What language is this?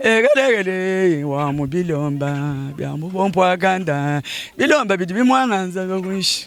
Luba-Lulua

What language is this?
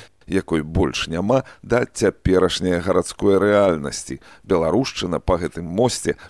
Belarusian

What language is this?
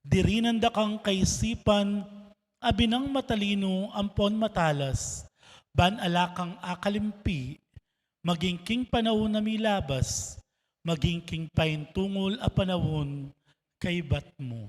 Pampanga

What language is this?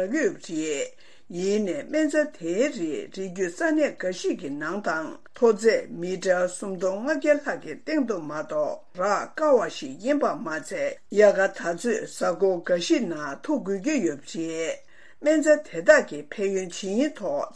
Tibetan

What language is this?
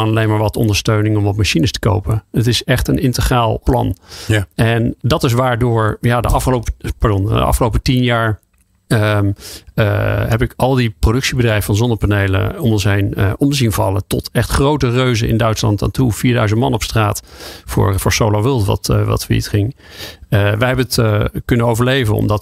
Dutch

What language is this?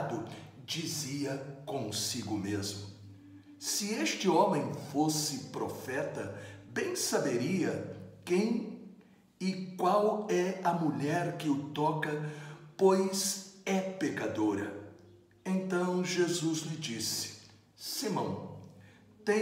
Portuguese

